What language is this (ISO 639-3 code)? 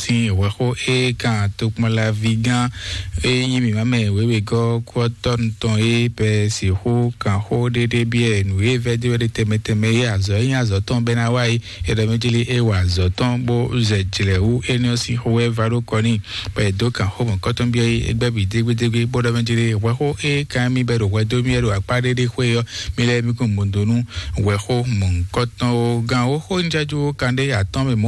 fon